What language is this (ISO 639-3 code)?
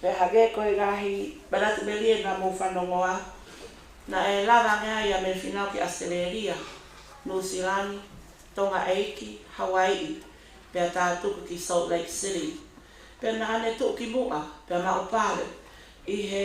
ton